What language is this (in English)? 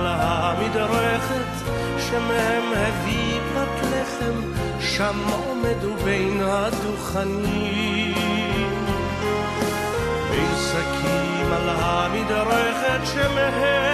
Hebrew